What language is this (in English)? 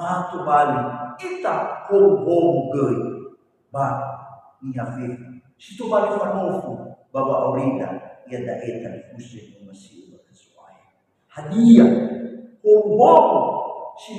Nias